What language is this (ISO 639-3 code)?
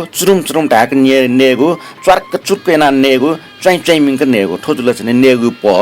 new